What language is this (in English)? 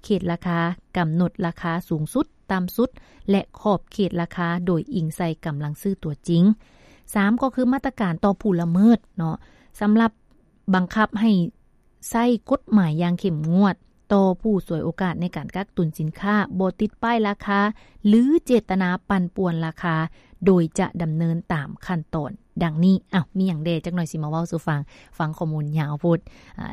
Lao